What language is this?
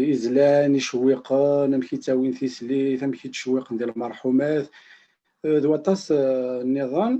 Kabyle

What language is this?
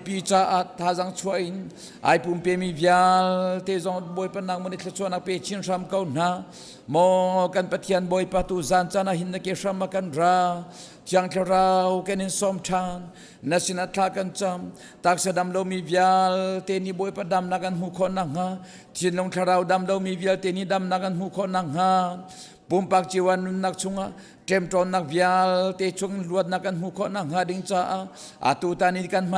Hakha Chin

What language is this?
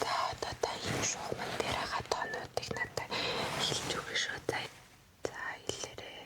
Mongolian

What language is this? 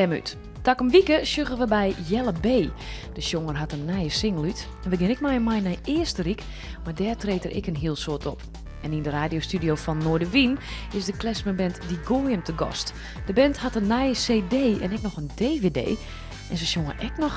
Western Frisian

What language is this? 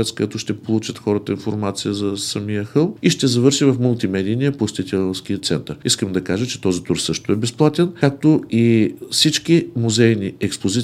Bulgarian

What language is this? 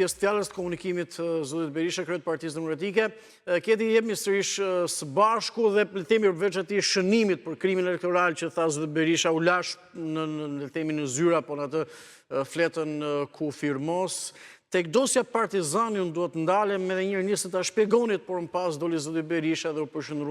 Albanian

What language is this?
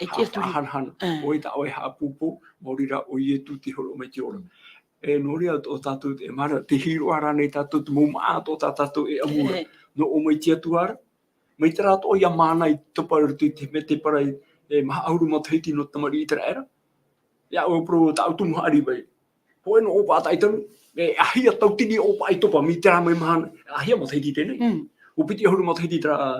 Tahitian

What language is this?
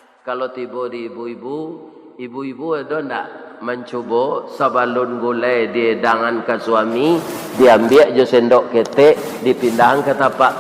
Minangkabau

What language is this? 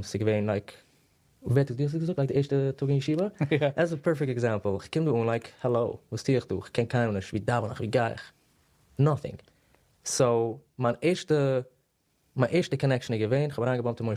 Yiddish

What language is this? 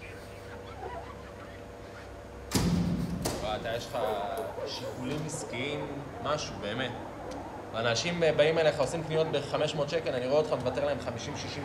Hebrew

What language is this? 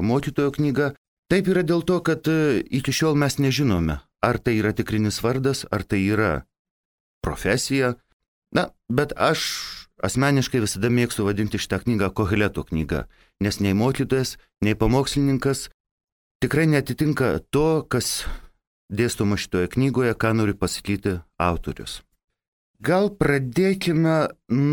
Lithuanian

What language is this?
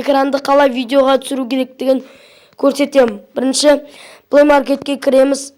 Kazakh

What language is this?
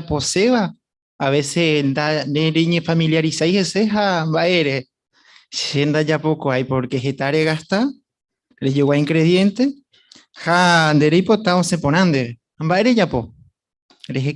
Guarani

